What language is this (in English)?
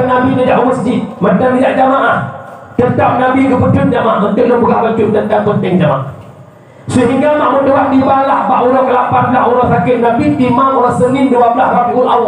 Achinese